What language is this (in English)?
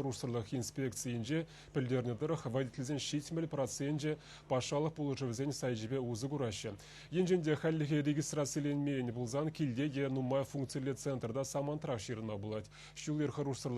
Chuvash